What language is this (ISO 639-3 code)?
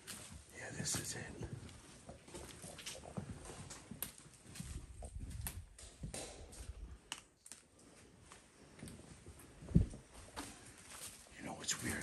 eng